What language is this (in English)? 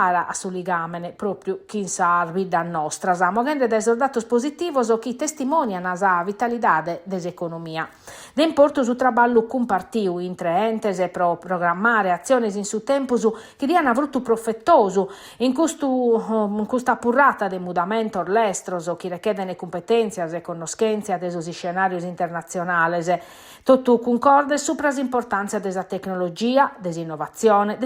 Sardinian